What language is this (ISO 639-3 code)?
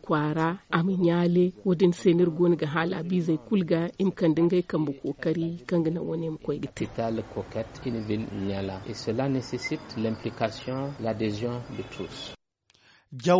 dje